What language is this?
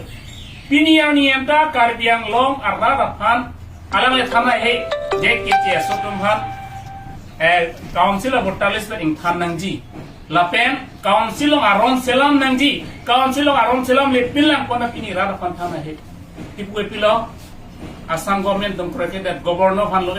Karbi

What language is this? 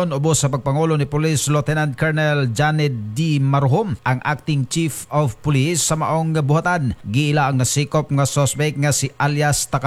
Cebuano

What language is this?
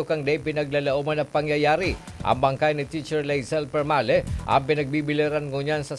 Bikol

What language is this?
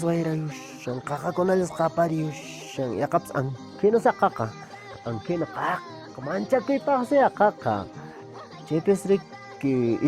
Quechua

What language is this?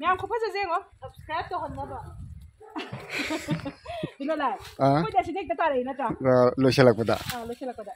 Manipuri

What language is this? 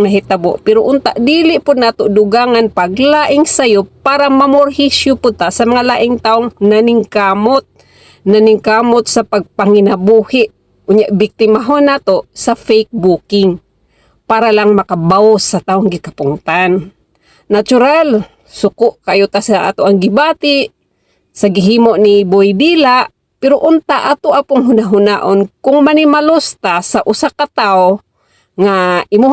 Cebuano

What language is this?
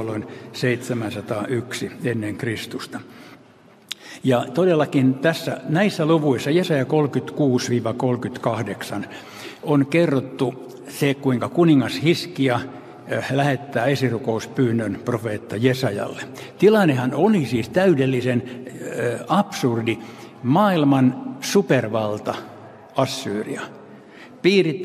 Finnish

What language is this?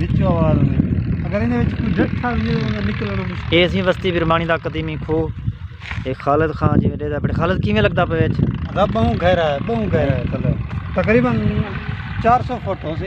Saraiki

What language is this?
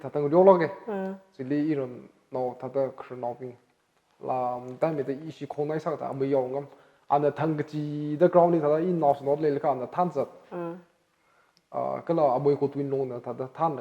Tangkhul Naga (India)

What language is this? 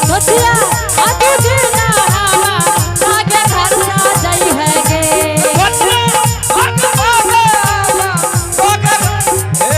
Angika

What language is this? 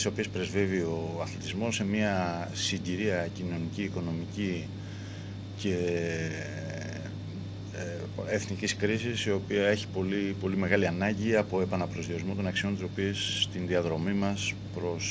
Greek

